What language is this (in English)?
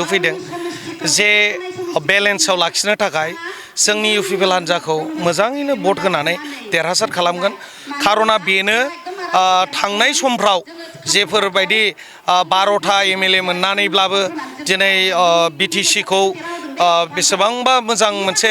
Bodo